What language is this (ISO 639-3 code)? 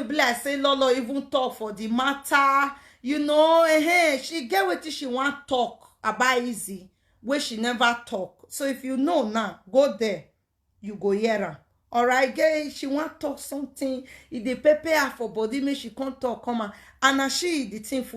pcm